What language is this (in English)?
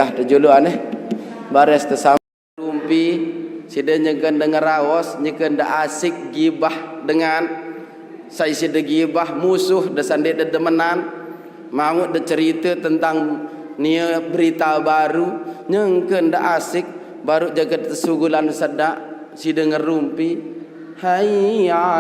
Sasak